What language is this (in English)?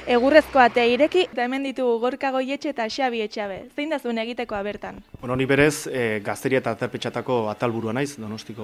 Basque